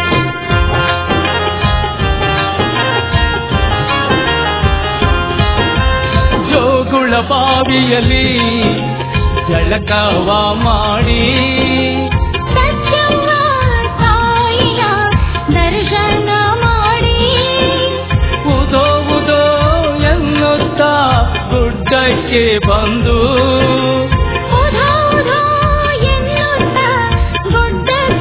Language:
Kannada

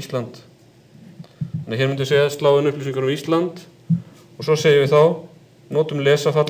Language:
Icelandic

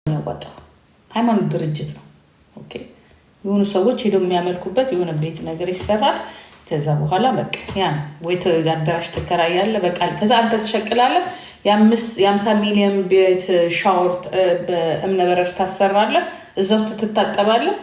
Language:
Amharic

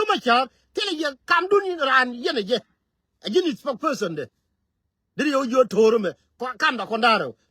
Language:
Nuer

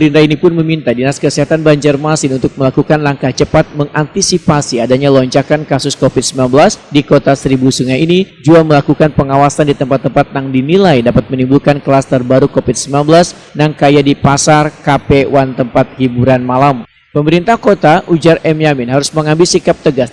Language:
Banjar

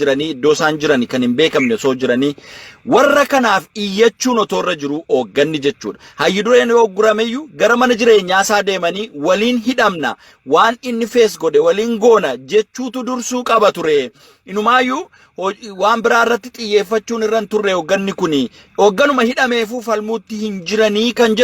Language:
Oromo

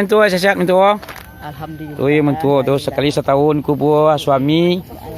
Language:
Minangkabau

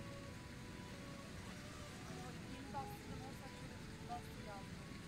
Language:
Turkish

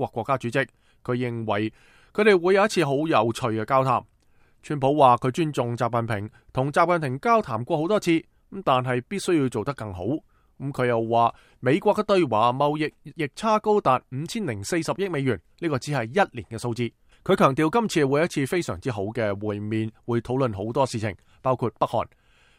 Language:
Cantonese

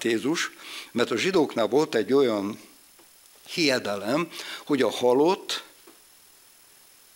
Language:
Hungarian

